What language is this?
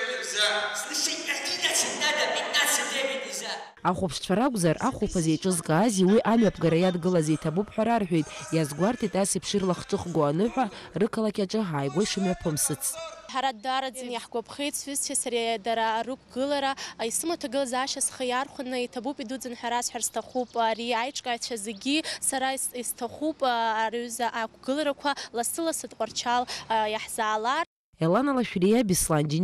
Abkhazian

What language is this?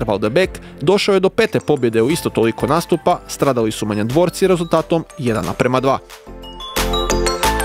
Croatian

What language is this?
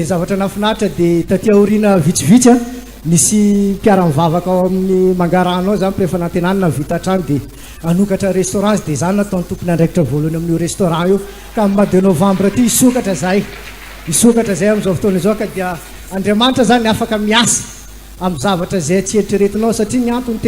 Malagasy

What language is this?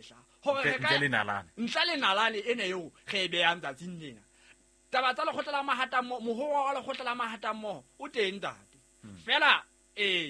Southern Sotho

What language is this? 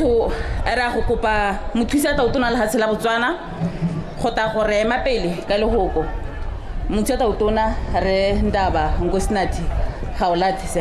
Tswana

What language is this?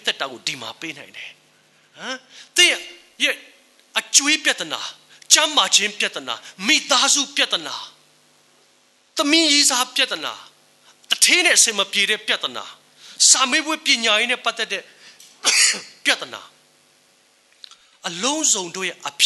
Burmese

